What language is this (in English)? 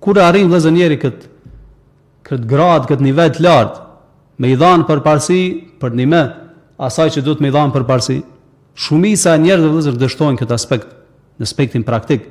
Albanian